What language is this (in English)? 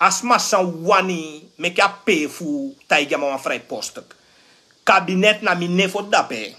Sranan Tongo